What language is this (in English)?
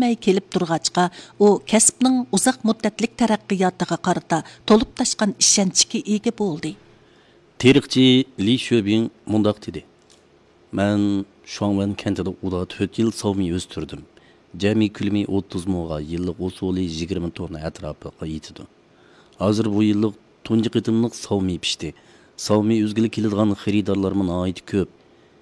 Uyghur